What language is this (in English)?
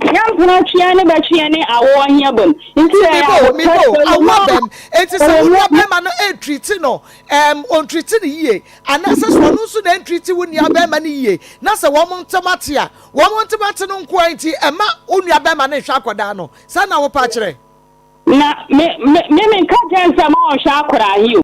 Akan